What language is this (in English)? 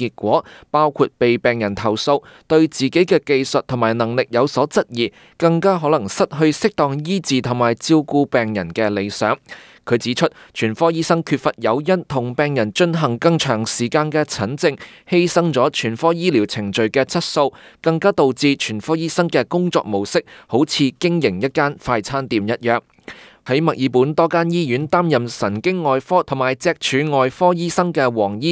Cantonese